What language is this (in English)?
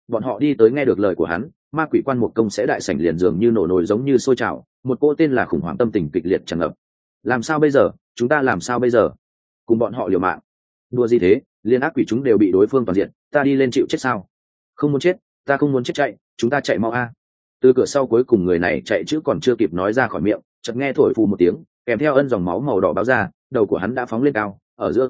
Vietnamese